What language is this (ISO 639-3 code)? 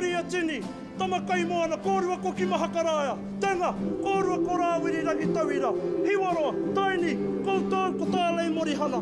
mri